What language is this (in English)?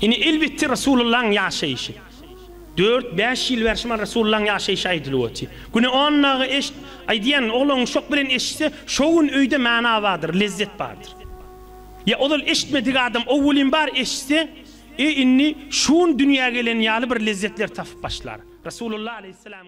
Turkmen